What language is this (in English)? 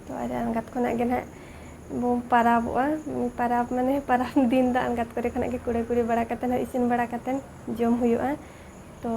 Santali